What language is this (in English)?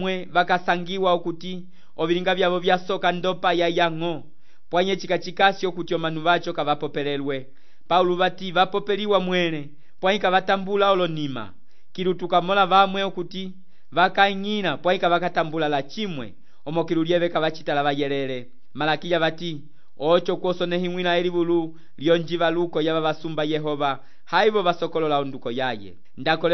Umbundu